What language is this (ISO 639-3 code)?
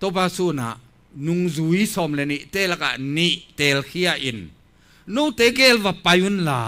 ctd